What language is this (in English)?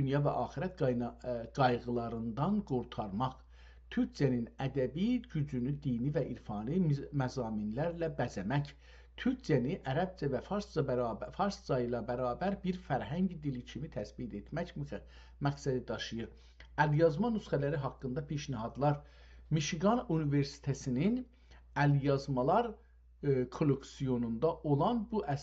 South Azerbaijani